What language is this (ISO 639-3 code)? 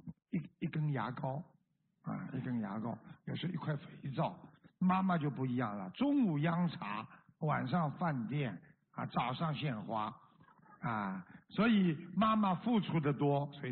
zho